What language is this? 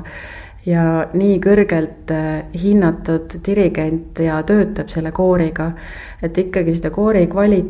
Estonian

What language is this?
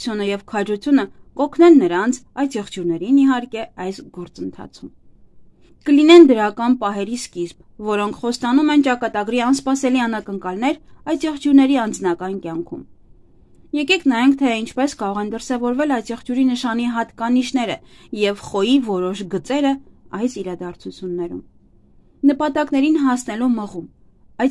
Armenian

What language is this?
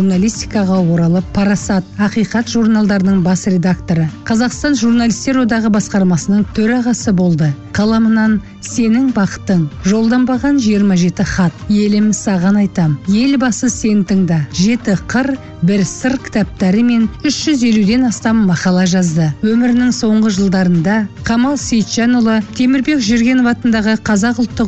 Kazakh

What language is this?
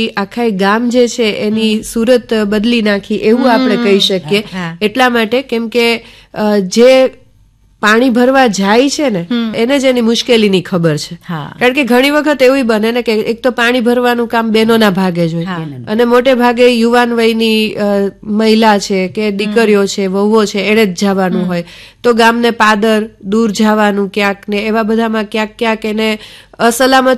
Gujarati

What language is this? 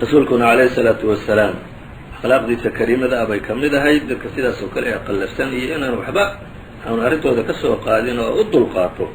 Somali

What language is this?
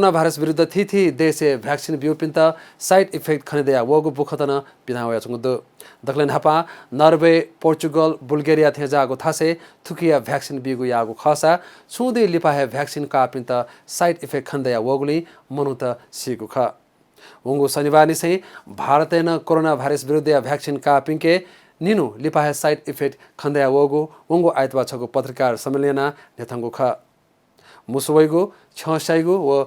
Newari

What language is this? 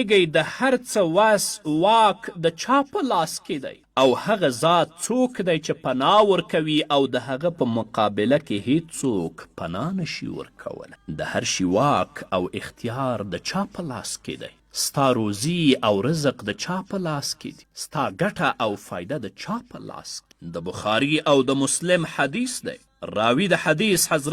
Pashto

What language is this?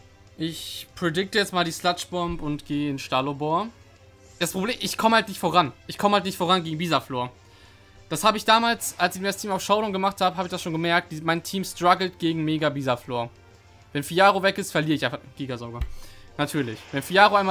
German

